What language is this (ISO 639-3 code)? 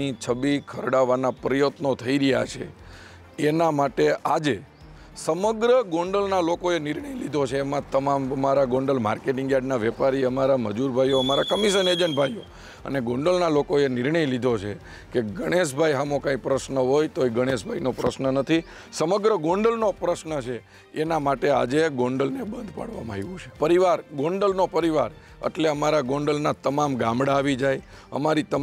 guj